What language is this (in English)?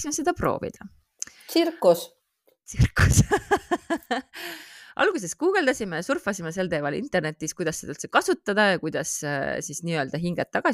Estonian